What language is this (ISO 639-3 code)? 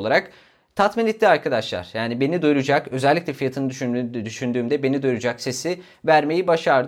tur